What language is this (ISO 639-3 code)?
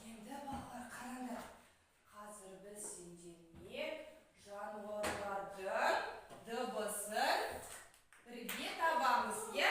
kaz